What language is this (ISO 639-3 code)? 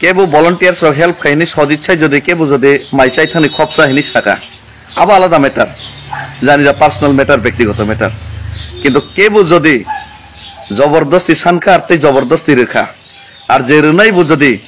trp